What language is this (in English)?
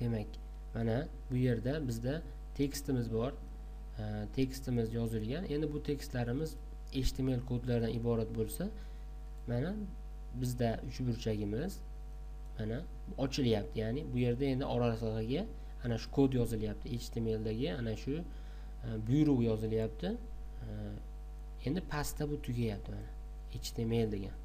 Uzbek